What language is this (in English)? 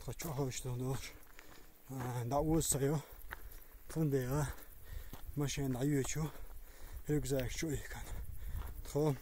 Chechen